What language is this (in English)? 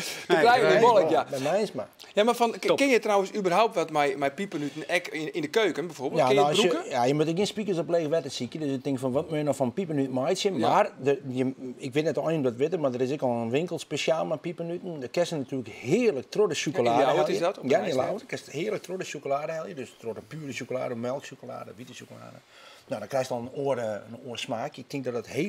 Western Frisian